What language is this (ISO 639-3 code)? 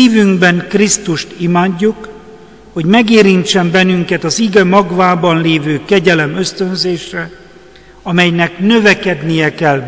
hun